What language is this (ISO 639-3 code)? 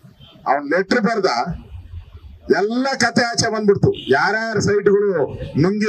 kan